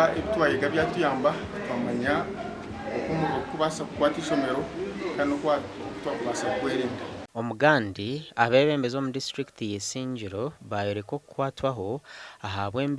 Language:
Nyankole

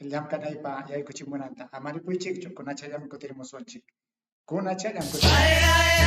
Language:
Ayacucho Quechua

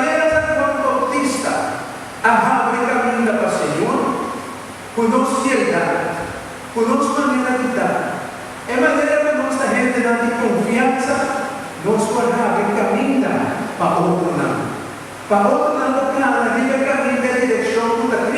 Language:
Papiamento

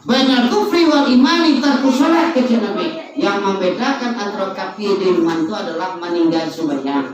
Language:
Minangkabau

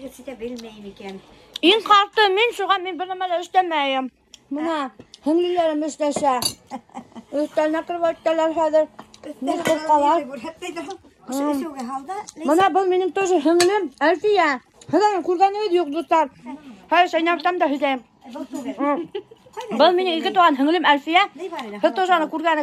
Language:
Bashkir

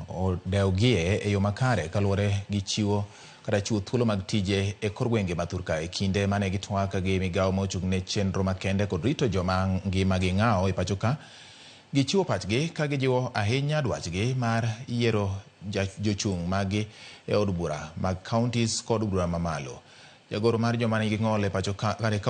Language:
Luo (Kenya and Tanzania)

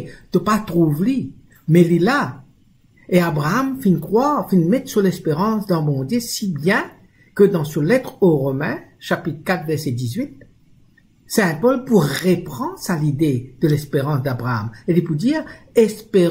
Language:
Morisyen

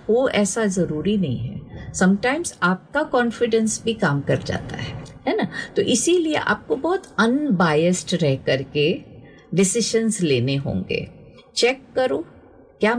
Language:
Hindi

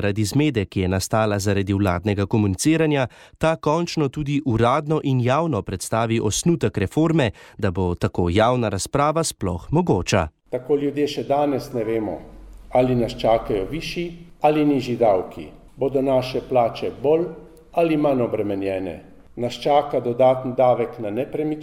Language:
Slovenian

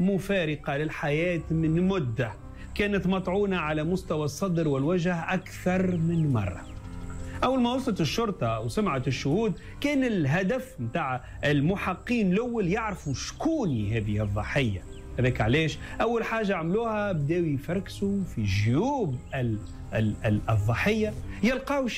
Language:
Tunisian Arabic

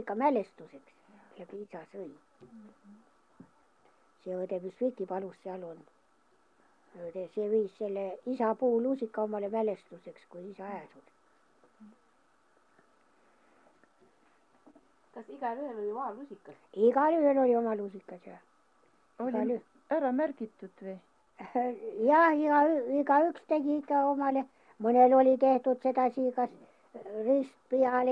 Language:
Estonian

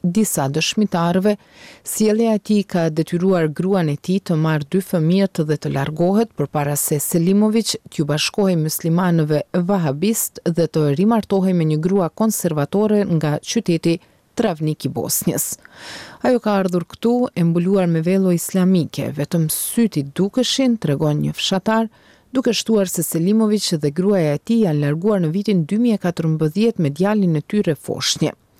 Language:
Albanian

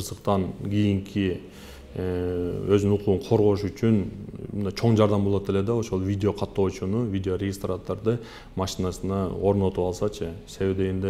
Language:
Kyrgyz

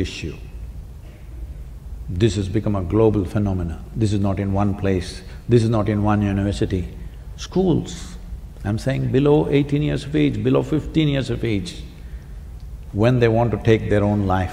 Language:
English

